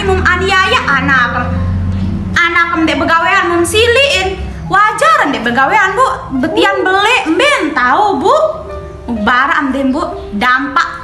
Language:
Sasak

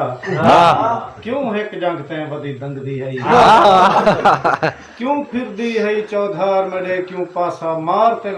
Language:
Saraiki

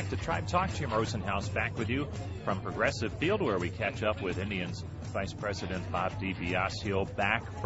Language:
English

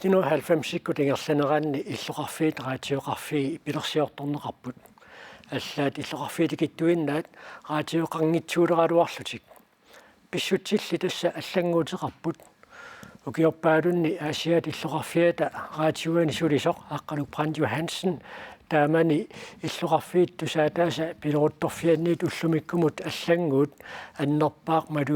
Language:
Kalaallisut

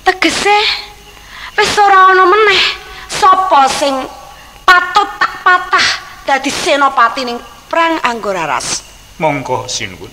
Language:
Javanese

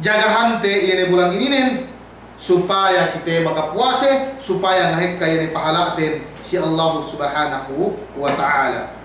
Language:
Yakan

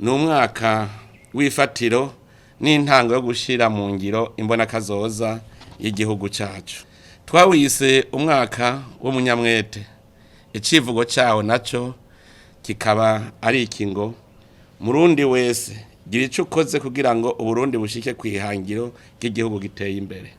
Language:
Rundi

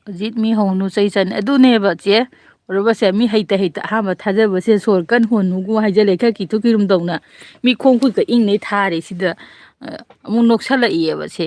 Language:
Manipuri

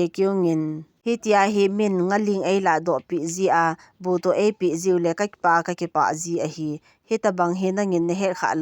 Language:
Thado Chin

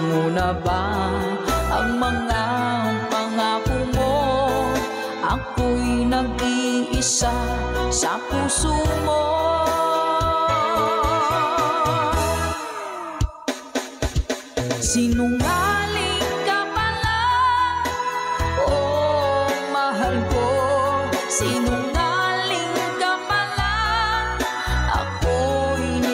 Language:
Filipino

